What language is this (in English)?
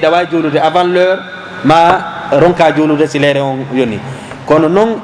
Fula